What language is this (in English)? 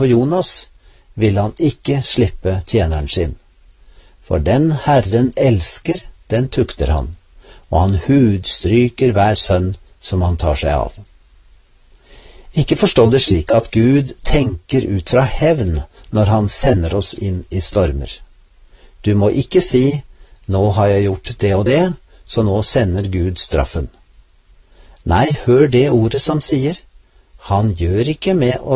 Norwegian